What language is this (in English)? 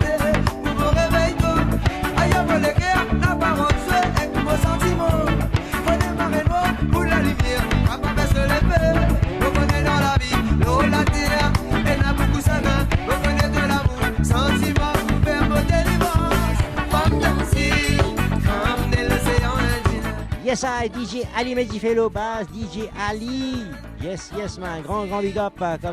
Morisyen